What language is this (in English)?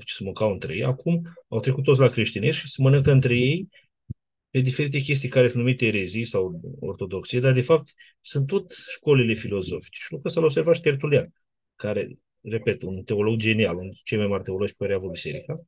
Romanian